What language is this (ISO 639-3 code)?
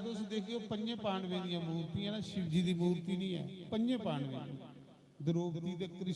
doi